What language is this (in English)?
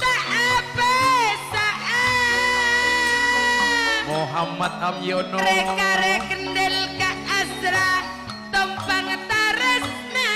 Madurese